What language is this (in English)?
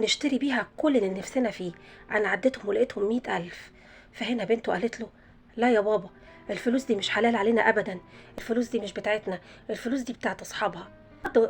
Egyptian Arabic